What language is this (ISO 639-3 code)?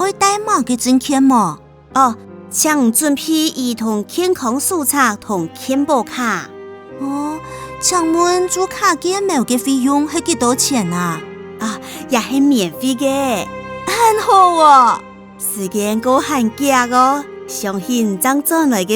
hak